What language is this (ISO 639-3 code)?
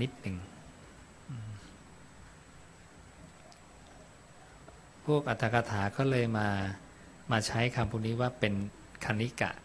tha